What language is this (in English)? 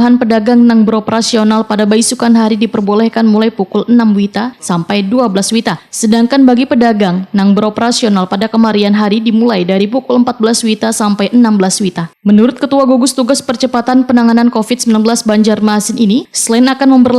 Banjar